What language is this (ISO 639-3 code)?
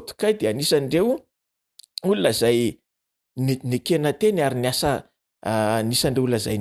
mlg